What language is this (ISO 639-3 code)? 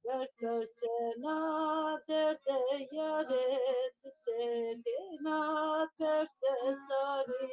zza